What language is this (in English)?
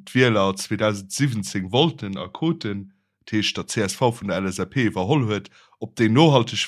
Luxembourgish